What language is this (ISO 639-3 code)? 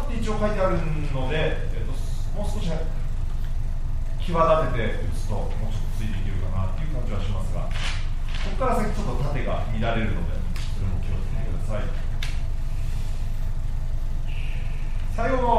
jpn